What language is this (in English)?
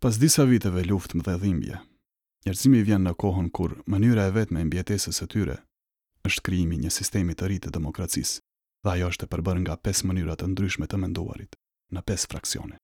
Albanian